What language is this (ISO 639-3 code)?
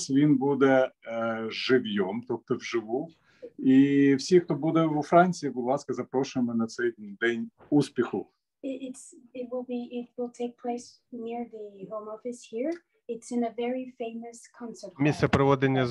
ukr